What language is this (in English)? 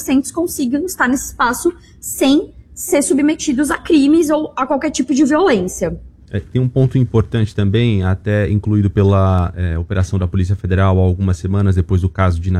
Portuguese